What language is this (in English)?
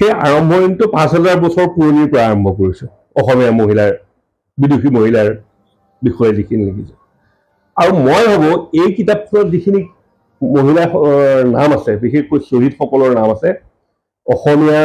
Assamese